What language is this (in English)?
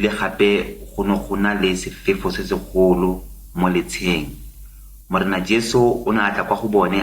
Tswana